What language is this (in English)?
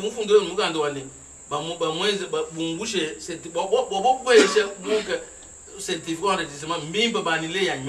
Luba-Lulua